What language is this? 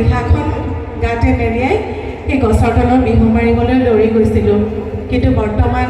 Assamese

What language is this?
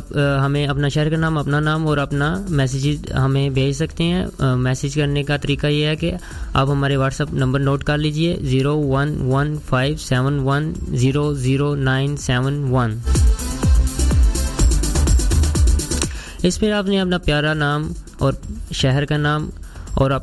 Hindi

